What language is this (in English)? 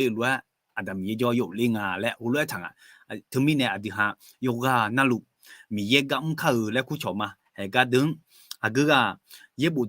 Akha